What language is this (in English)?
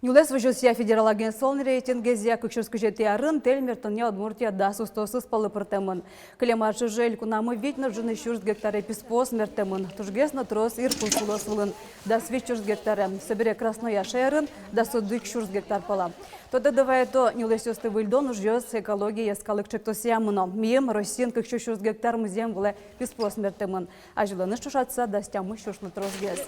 Udmurt